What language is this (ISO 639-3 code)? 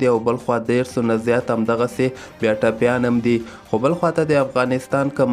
pus